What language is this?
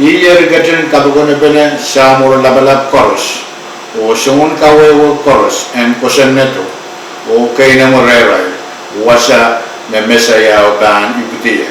Pohnpeian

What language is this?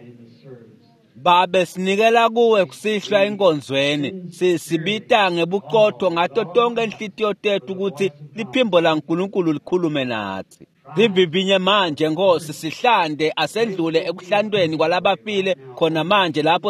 Swati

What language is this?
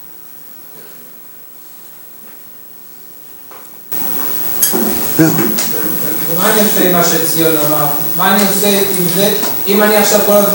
Hebrew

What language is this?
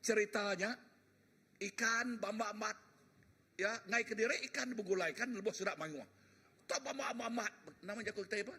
Iban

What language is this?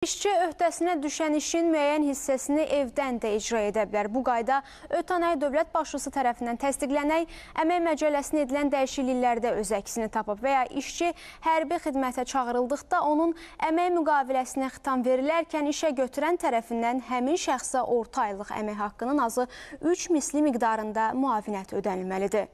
Azerbaijani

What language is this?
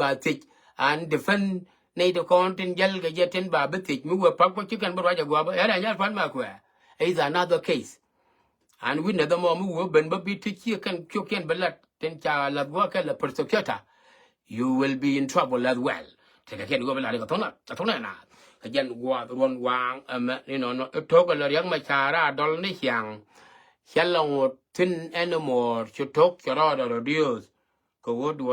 Nuer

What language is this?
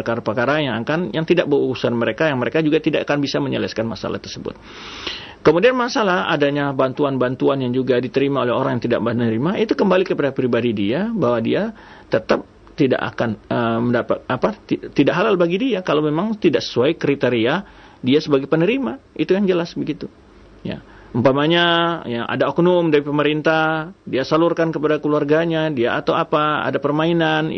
Indonesian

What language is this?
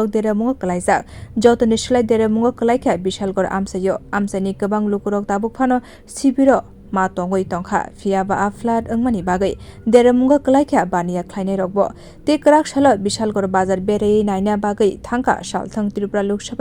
Kok Borok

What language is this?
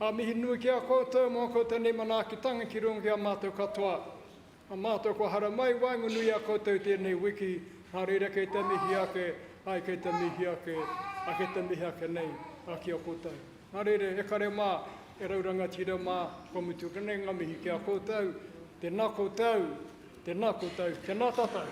Māori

